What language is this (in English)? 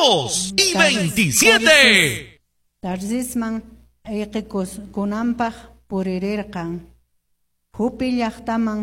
Quechua